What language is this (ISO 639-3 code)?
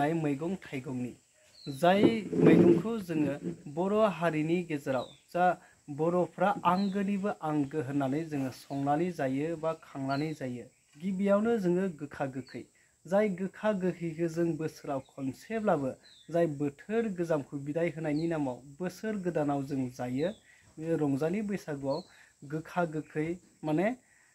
brx